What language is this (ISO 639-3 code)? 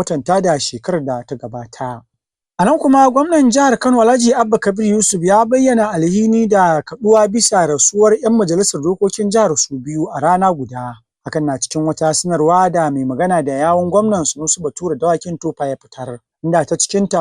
hau